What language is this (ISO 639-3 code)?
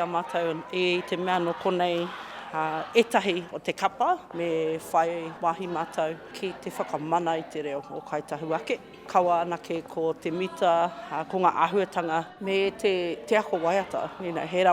mri